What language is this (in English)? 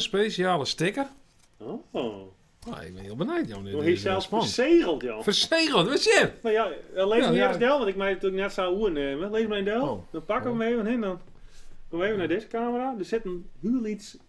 Western Frisian